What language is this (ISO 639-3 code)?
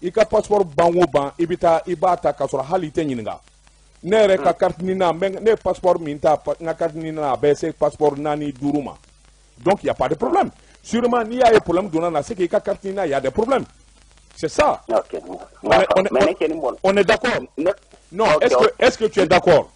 bam